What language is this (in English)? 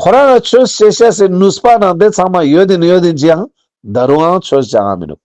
Ladakhi